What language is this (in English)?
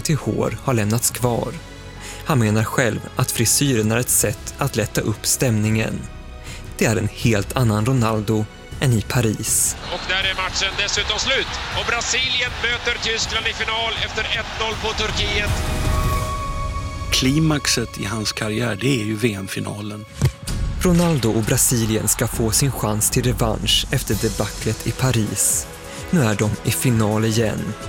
Swedish